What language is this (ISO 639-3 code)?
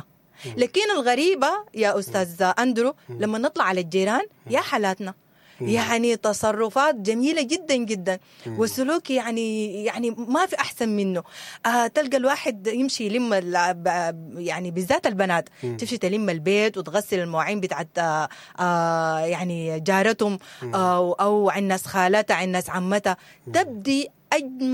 apd